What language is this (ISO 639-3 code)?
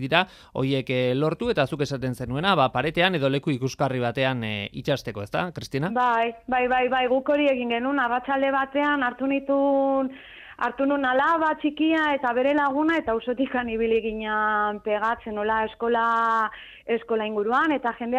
eus